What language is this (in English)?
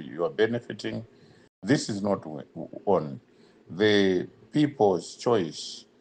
Nyanja